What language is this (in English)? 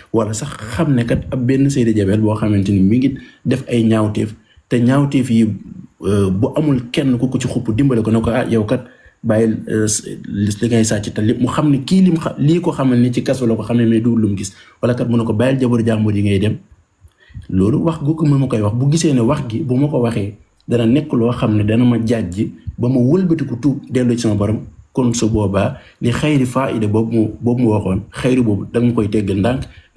Wolof